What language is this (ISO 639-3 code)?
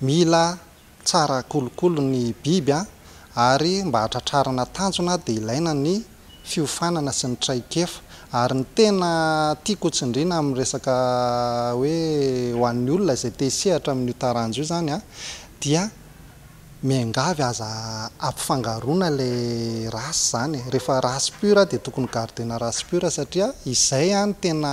mlg